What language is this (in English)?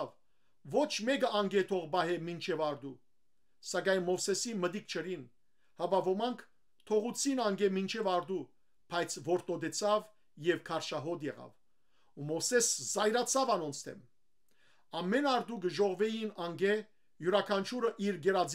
Western Armenian